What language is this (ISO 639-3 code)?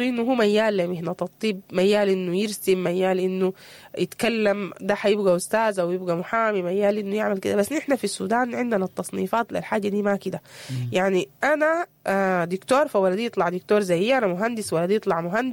apd